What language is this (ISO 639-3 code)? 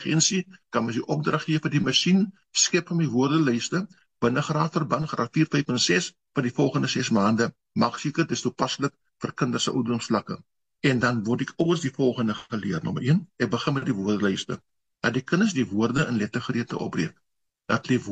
afr